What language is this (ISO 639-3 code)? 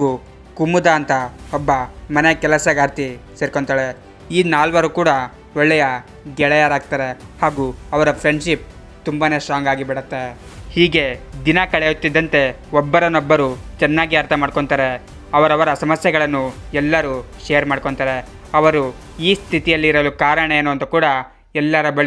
kan